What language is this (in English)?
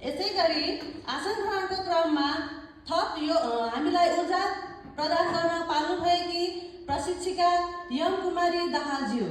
Nepali